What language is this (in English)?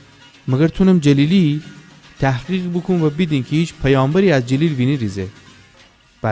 Gilaki